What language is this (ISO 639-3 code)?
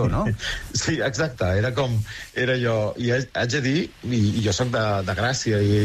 cat